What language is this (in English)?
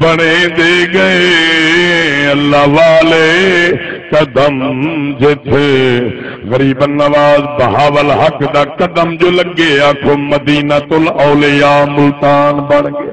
Saraiki